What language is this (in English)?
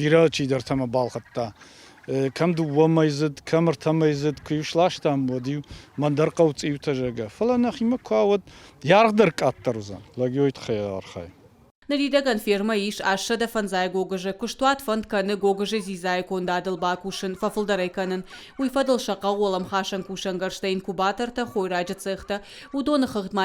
Ossetic